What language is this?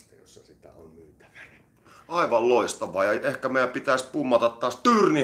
Finnish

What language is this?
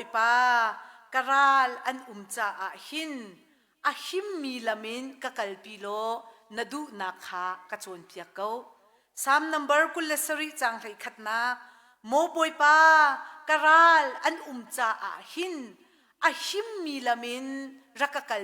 Hakha Chin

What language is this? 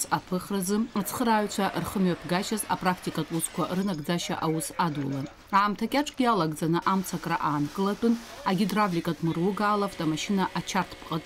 Abkhazian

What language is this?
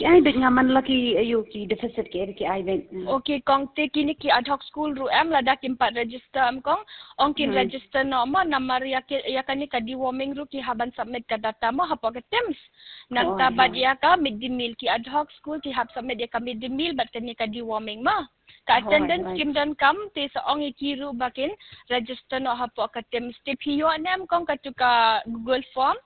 Khasi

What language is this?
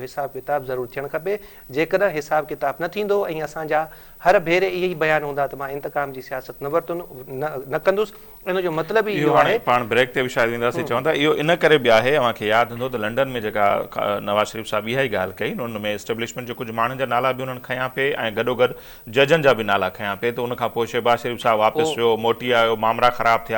Sindhi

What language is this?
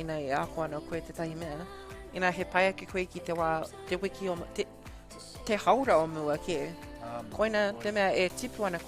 Māori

